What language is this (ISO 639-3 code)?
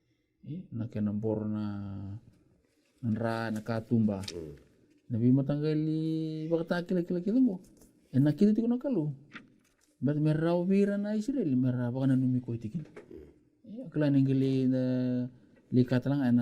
fij